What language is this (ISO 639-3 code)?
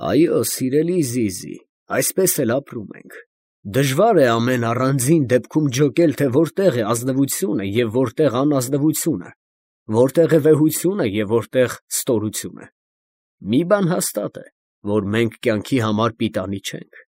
hye